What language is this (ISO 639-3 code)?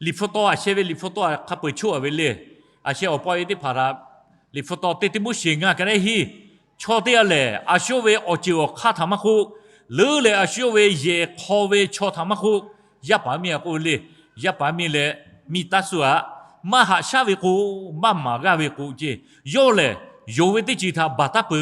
lhu